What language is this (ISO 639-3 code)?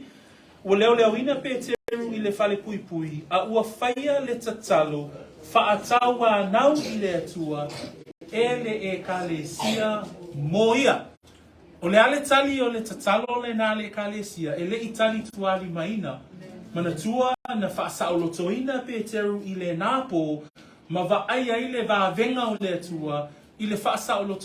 smo